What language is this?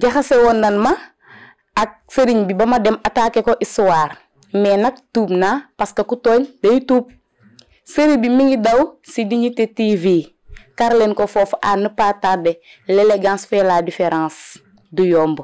Wolof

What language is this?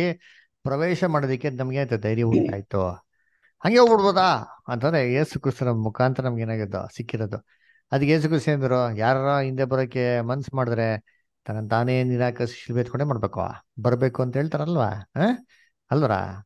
Kannada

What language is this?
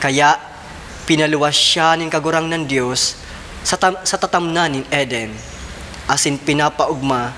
Bikol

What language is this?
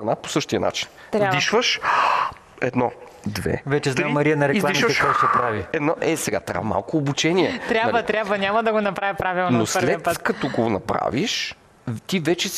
Bulgarian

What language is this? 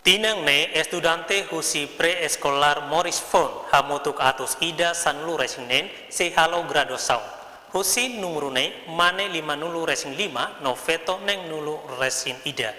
Tetum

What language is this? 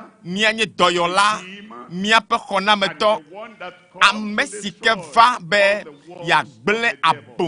Ewe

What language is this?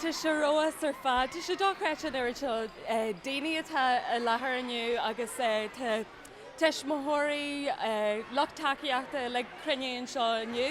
Irish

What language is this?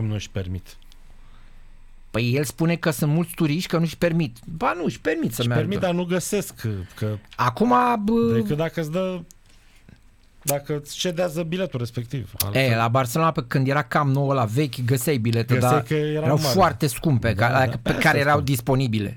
Romanian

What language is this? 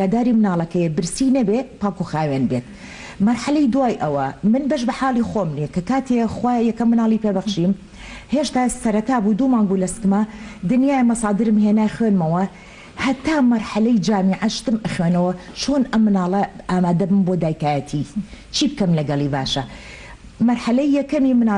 Central Kurdish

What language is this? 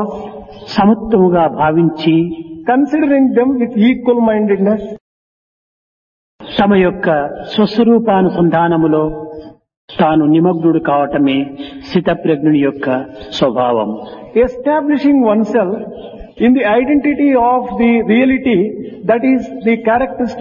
Telugu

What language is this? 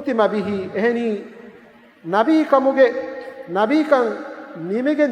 Divehi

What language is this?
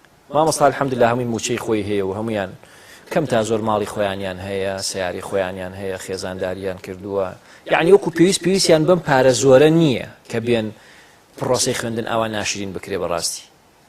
Central Kurdish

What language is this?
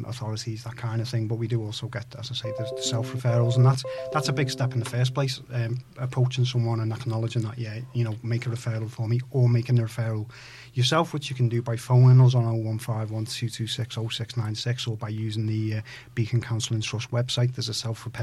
English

